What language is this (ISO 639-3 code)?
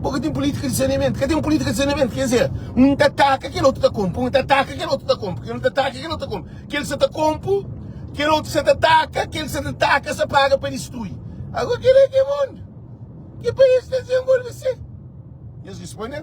kea